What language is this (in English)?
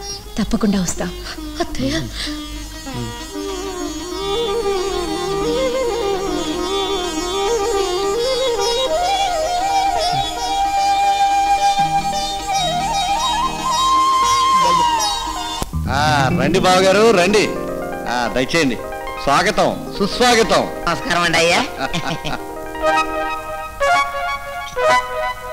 Telugu